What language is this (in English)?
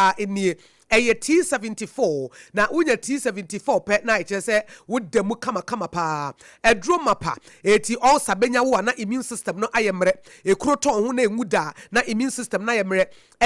Akan